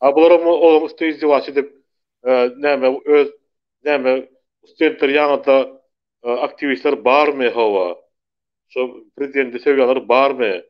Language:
Turkmen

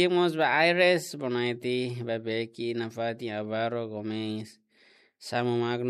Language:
Tetum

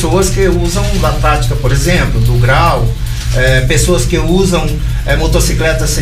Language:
Portuguese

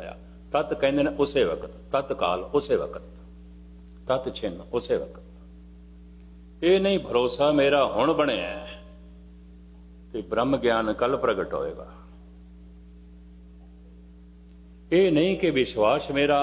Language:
Punjabi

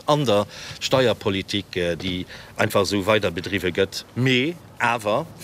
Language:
Luxembourgish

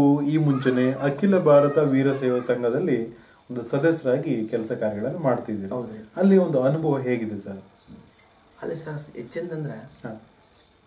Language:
Kannada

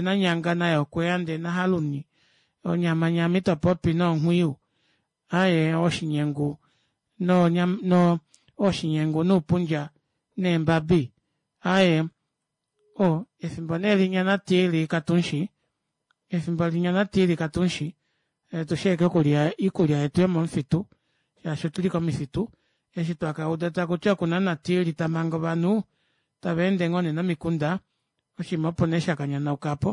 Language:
Kuanyama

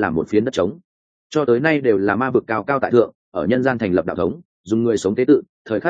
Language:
Vietnamese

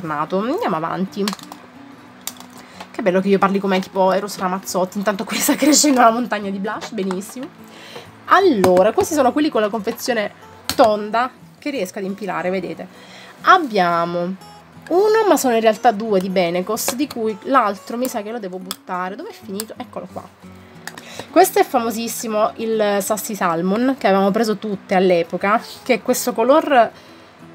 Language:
Italian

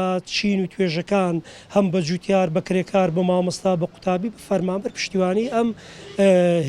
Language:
Central Kurdish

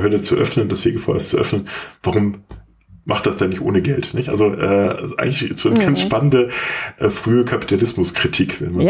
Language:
German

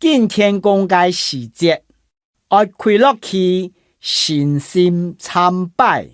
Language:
Hakka Chinese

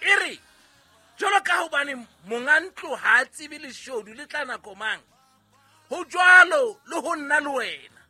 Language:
Southern Sotho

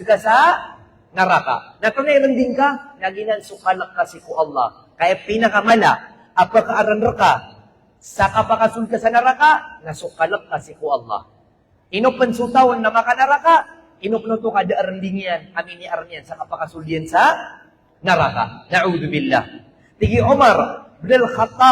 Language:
Maranao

